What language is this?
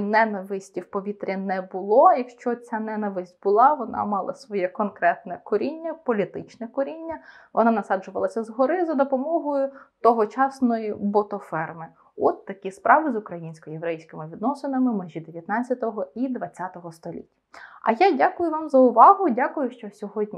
Ukrainian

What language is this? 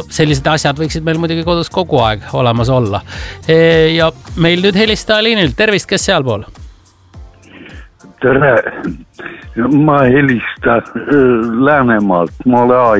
Estonian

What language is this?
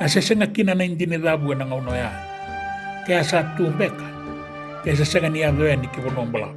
Fijian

